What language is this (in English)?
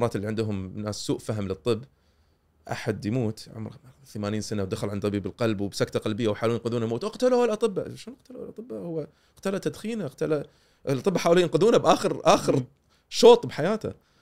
Gulf Arabic